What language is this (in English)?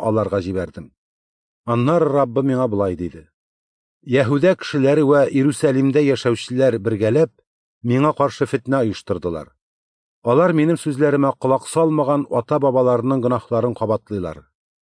Tatar